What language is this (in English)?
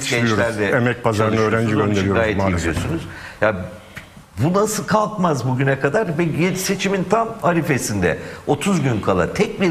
Turkish